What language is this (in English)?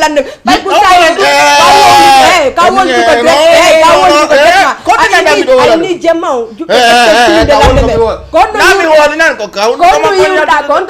Fula